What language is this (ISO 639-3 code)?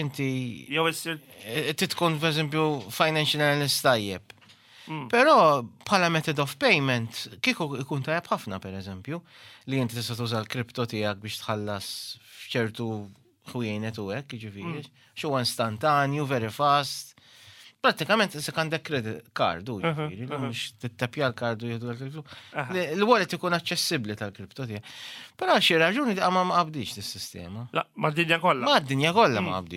mlt